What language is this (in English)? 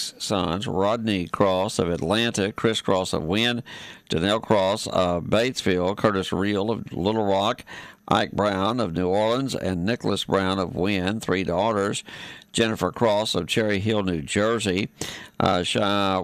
English